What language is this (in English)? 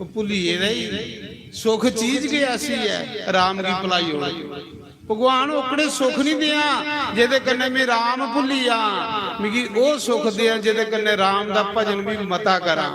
Dogri